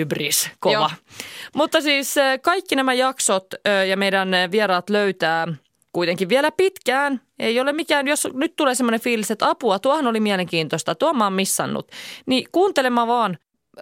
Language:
Finnish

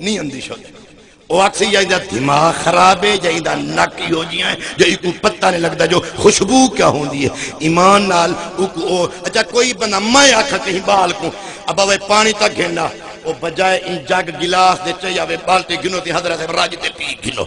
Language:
Saraiki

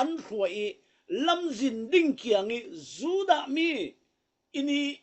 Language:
Falam Chin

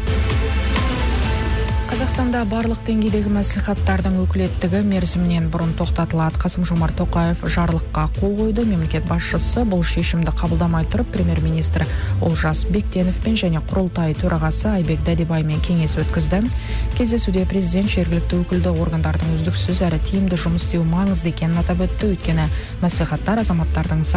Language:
Kazakh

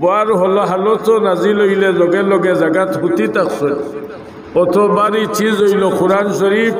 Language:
Sylheti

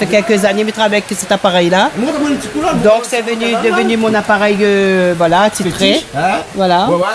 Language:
Réunion Creole French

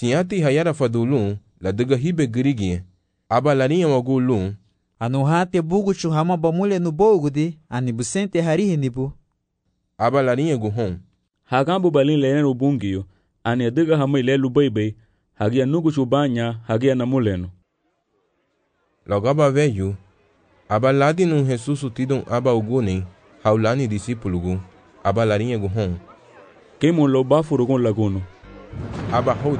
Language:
Garifuna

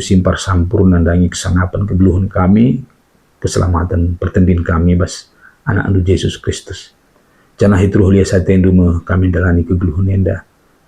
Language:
Batak Karo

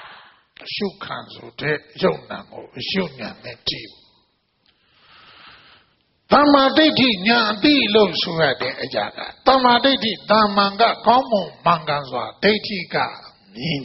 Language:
Burmese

